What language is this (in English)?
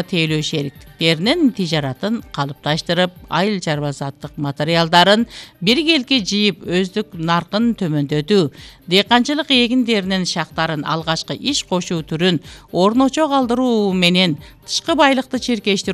Kyrgyz